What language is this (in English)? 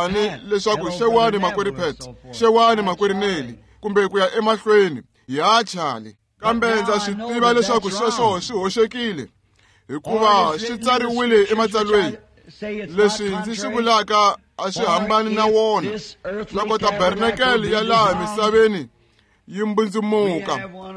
Tsonga